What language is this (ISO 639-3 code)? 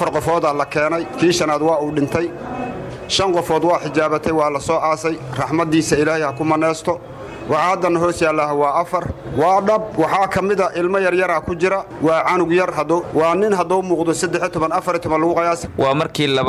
som